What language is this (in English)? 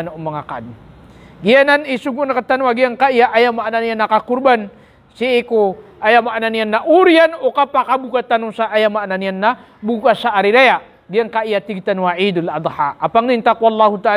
Maranao